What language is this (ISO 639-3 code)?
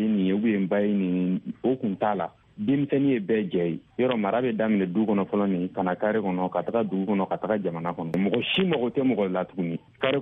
bam